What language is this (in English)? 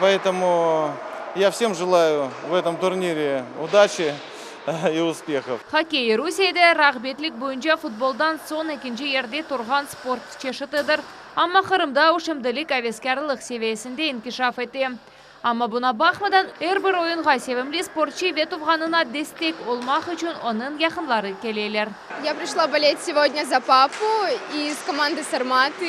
Crimean Tatar